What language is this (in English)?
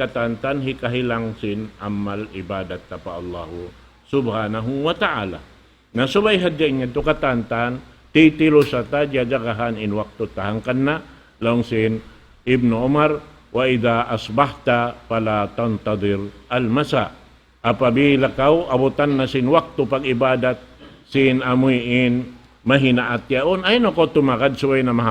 Tausug